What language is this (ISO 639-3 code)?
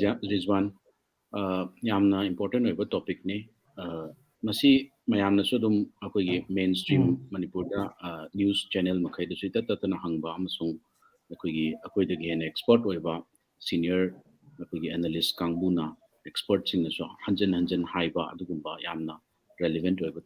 mni